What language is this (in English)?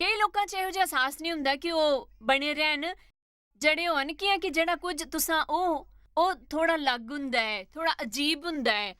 Dogri